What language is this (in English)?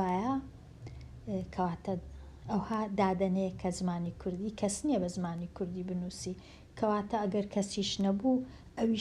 Central Kurdish